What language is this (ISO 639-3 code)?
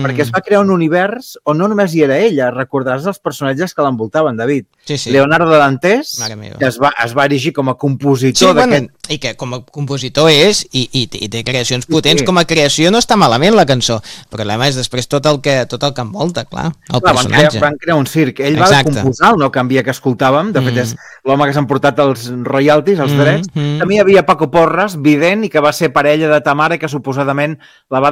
cat